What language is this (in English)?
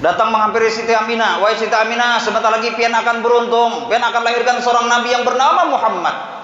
Banjar